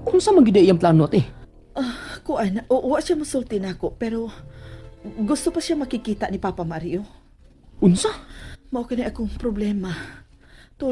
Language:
Cebuano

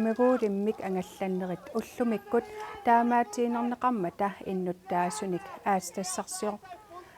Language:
Kalaallisut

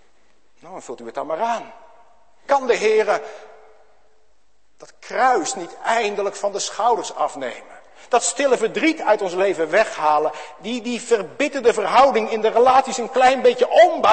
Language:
Dutch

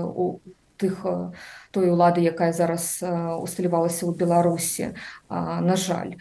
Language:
Belarusian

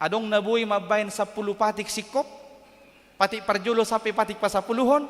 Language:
Batak Toba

